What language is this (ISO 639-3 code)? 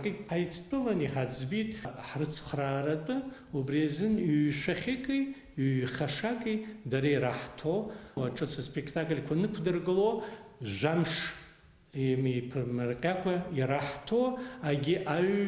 abk